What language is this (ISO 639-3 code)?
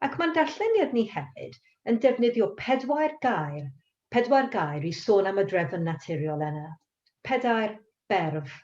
cym